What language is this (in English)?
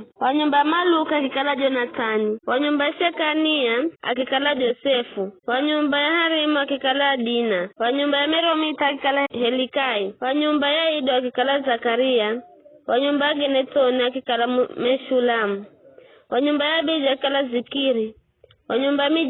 Giryama